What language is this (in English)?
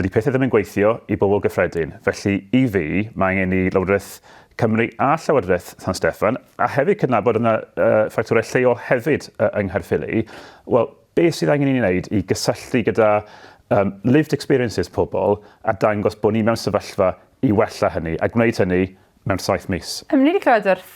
Welsh